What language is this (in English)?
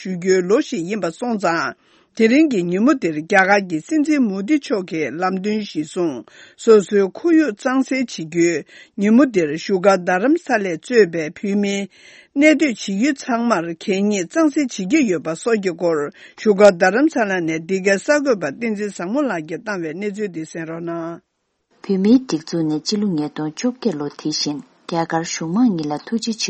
Tibetan